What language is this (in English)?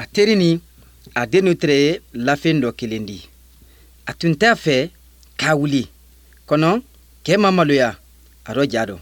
Bambara